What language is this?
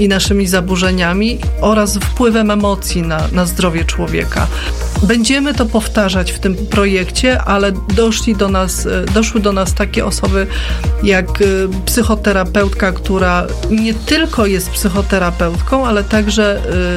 Polish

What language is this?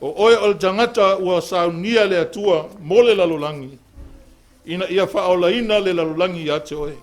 Samoan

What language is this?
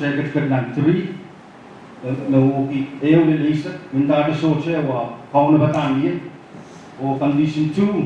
Pohnpeian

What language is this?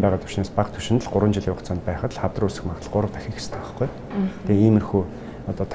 Mongolian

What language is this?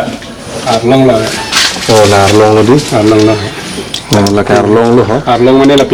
Karbi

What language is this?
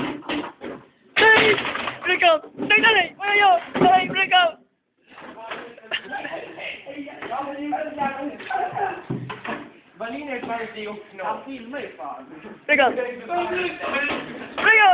Swedish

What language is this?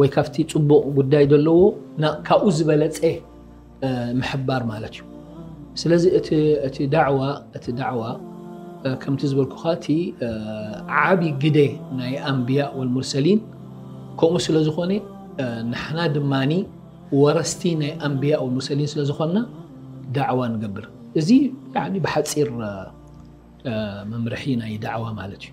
Tigrinya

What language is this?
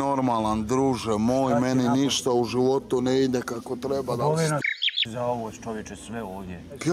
Serbian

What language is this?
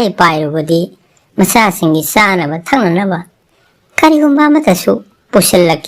Manipuri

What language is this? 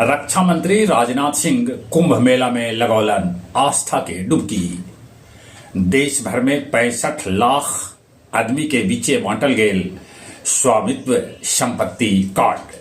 Magahi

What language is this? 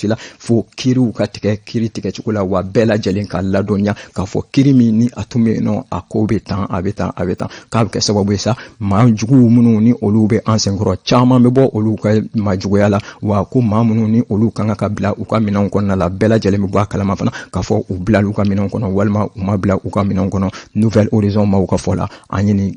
Bambara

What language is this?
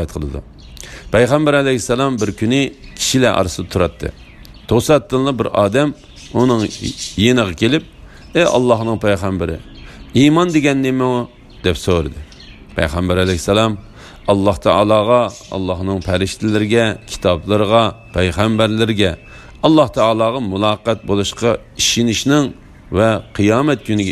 Uyghur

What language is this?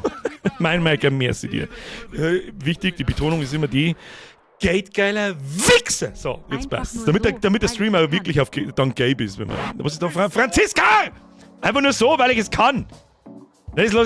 Bavarian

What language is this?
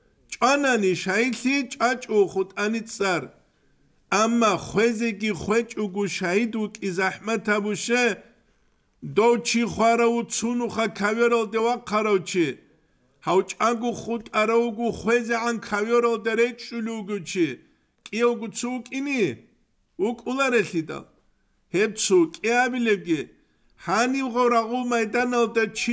Avaric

